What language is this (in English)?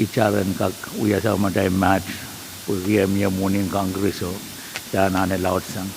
Pohnpeian